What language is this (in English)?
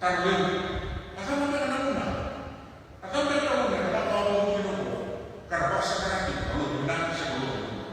Fijian